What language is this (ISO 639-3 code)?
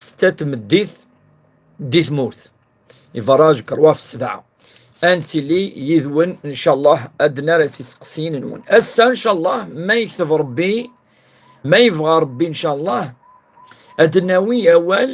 kab